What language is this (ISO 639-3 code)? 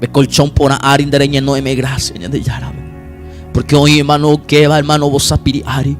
grn